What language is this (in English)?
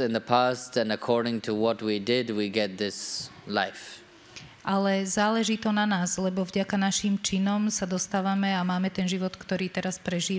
Slovak